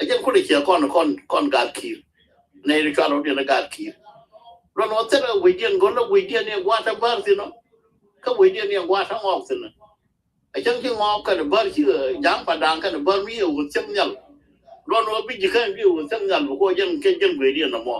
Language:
Nuer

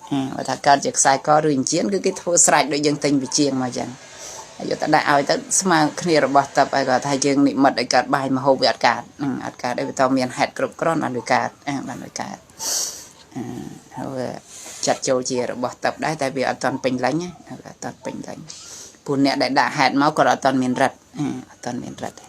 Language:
Khmer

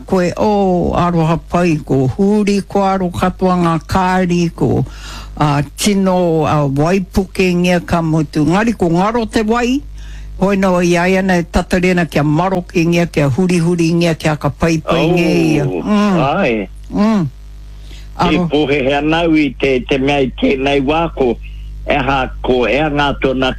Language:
Māori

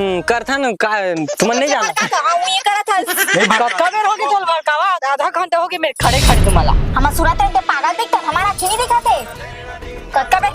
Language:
Chhattisgarhi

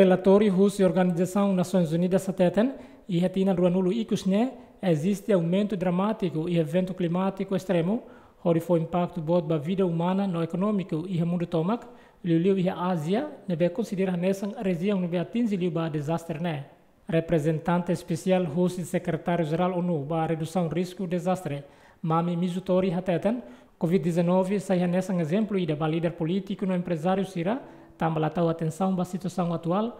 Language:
Tetum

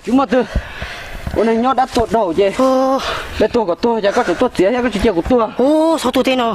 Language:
Hmong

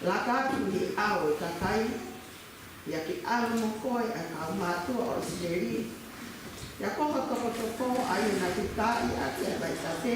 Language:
Tongan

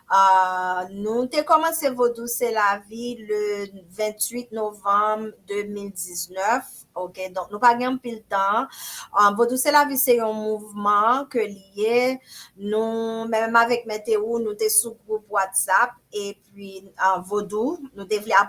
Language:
Haitian Creole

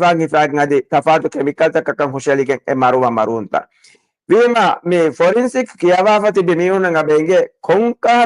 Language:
Divehi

